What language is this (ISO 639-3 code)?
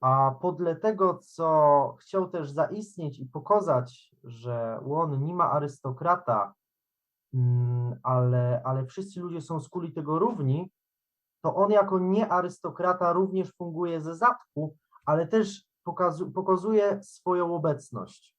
szl